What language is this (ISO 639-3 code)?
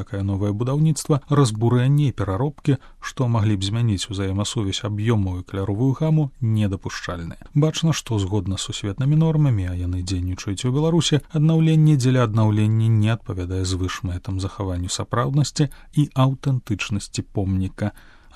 bel